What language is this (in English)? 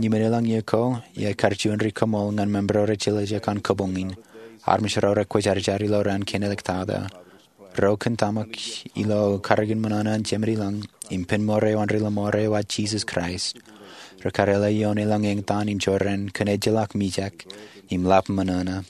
Marshallese